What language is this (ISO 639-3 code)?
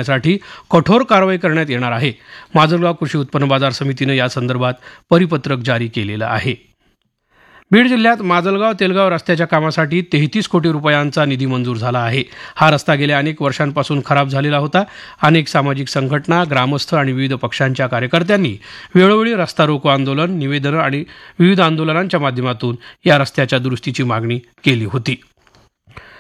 mar